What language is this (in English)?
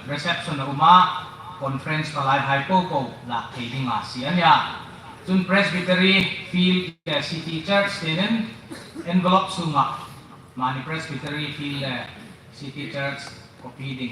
Hmar